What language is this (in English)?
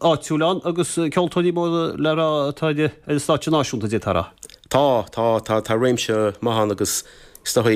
Irish